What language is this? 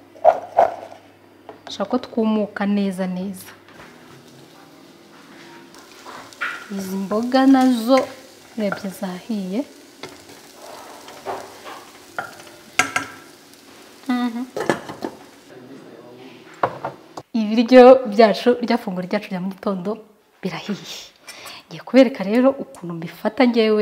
Kinyarwanda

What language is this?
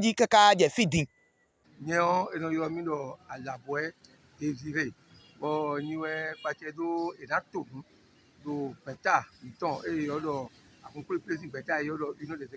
Fon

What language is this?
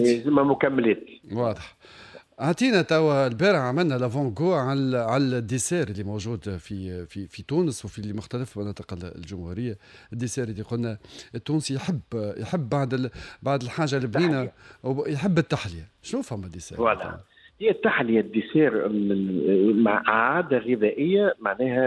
Tunisian Arabic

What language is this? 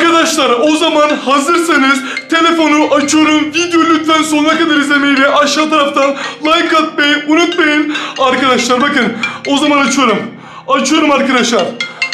Turkish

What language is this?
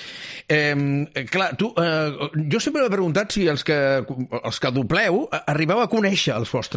Catalan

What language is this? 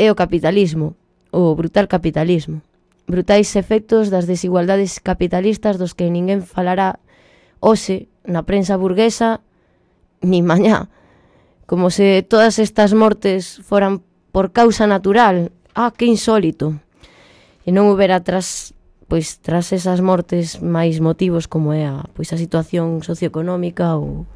Galician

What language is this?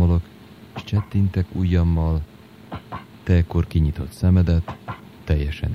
Hungarian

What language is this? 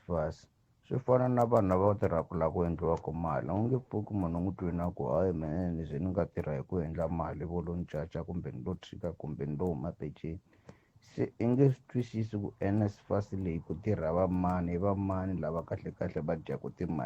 Tsonga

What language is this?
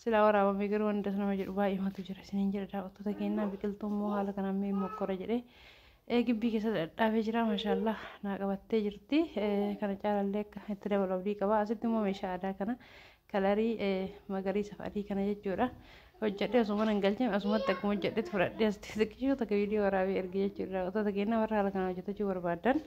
Oromo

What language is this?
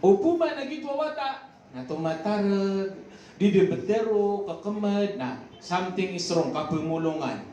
Maranao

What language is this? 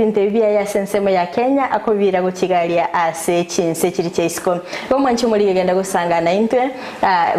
Gusii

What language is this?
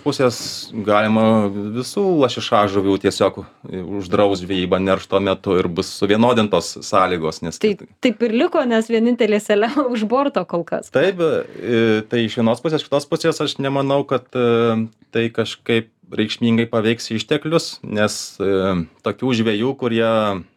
Lithuanian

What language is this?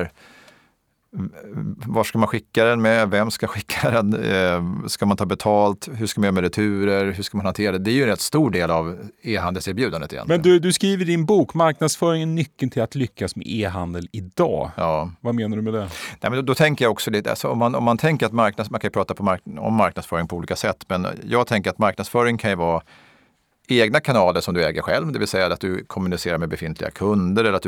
Swedish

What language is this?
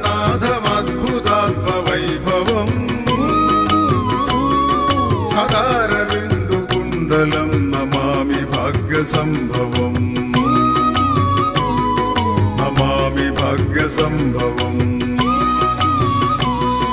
Malayalam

